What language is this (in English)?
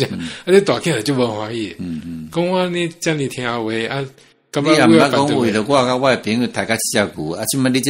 Min Nan Chinese